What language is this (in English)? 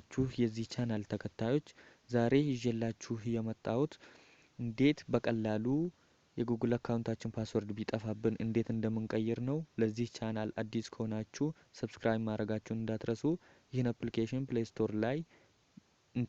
Amharic